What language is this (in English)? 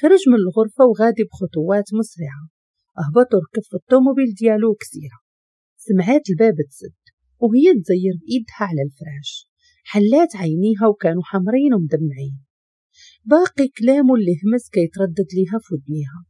Moroccan Arabic